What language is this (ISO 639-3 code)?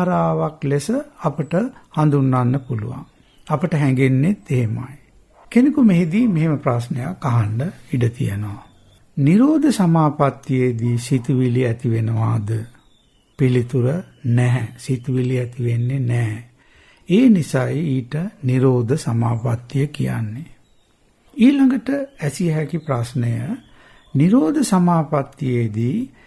sin